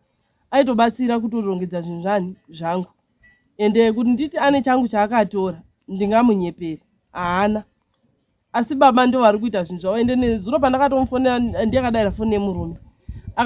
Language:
Shona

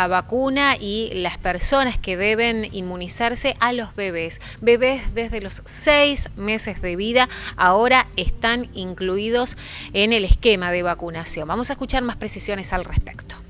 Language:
Spanish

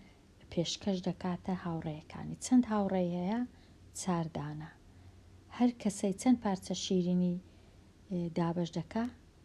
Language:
Central Kurdish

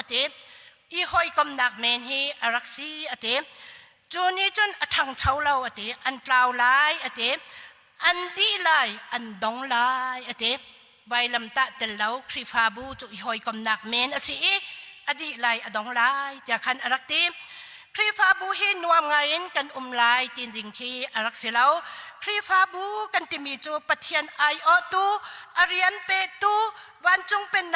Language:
Hakha Chin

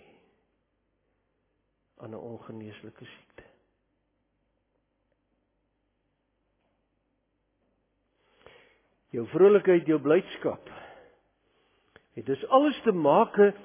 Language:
Afrikaans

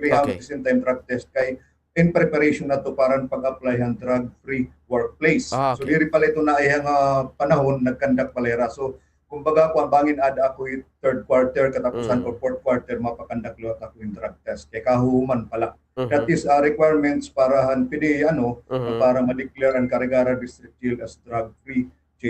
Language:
Waray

